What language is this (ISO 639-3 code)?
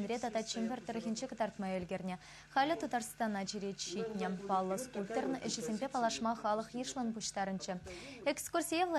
chv